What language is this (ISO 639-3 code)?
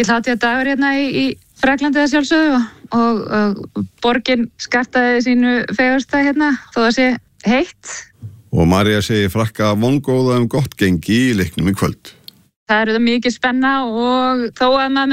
isl